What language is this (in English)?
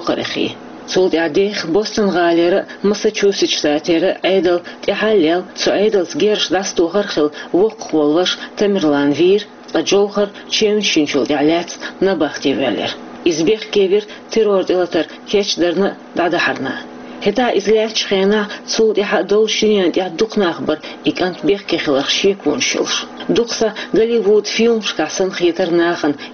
Chechen